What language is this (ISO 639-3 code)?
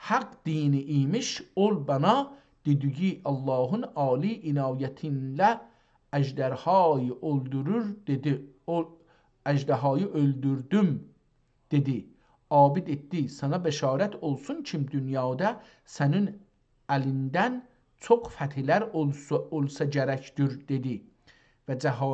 azb